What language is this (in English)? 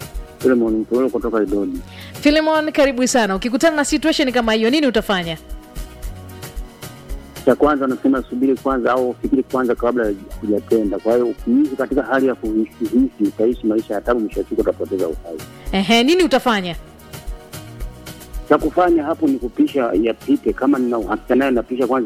Swahili